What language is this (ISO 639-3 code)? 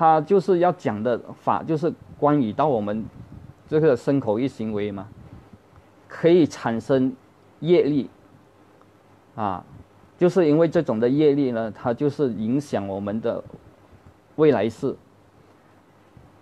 zho